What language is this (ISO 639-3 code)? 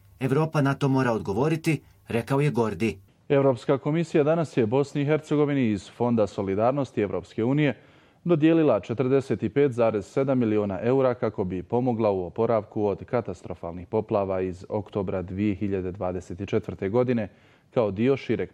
bos